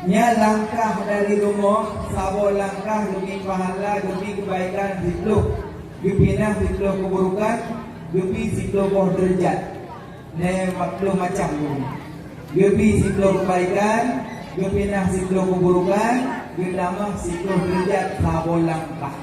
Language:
Achinese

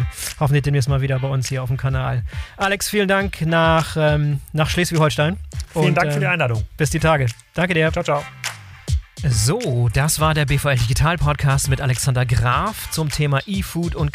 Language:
German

